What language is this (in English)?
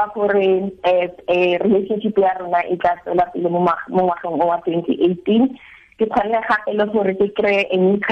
Tswana